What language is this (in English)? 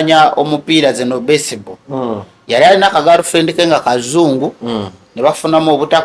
Ganda